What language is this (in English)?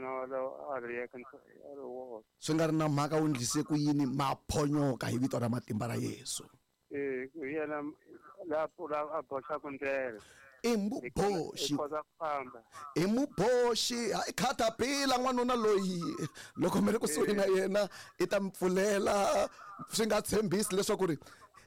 Tsonga